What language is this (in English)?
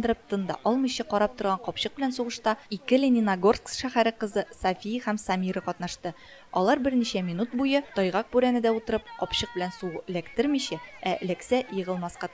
Tatar